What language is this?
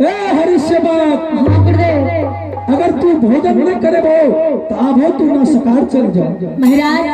Angika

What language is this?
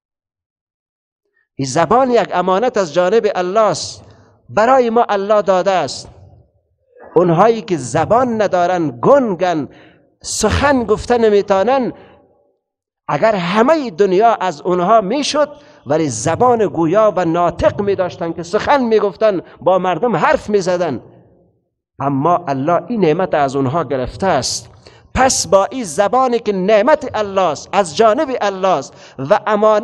Persian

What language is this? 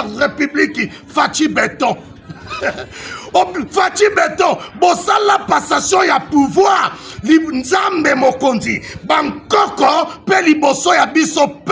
Lingala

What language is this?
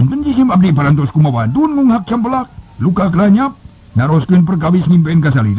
Sundanese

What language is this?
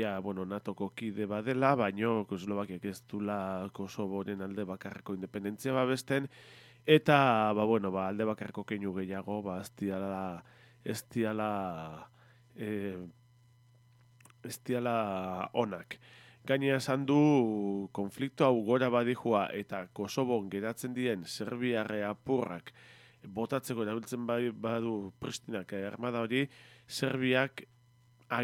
Basque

